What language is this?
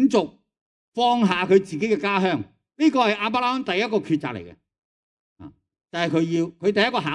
Cantonese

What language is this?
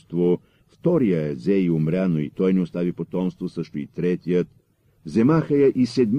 Bulgarian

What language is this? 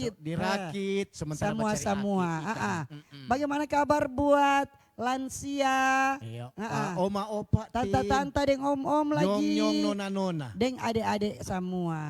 Manado Malay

